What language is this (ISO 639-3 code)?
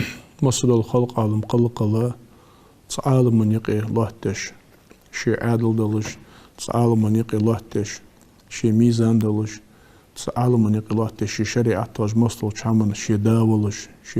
inh